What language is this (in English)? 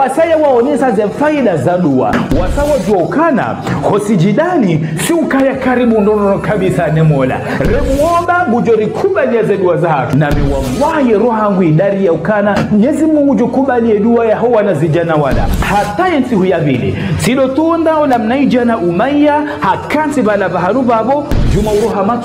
Ngazidja Comorian